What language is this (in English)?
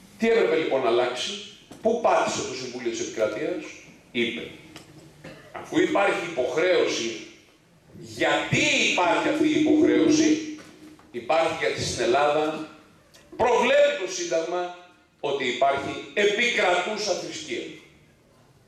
Greek